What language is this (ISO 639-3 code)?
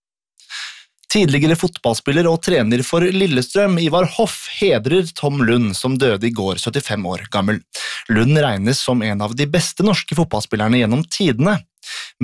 nor